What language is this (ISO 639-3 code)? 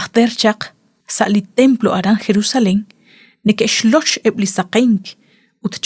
kek